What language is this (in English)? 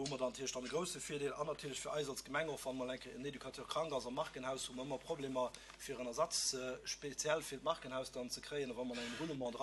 Luxembourgish